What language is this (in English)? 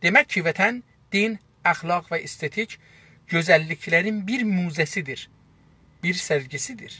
South Azerbaijani